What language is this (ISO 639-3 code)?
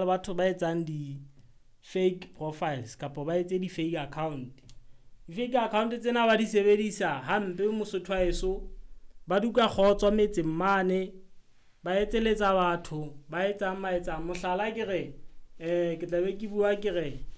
sot